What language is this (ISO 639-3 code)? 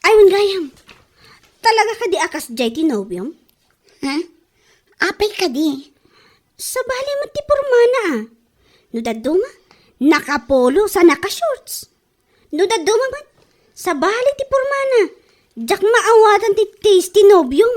ilo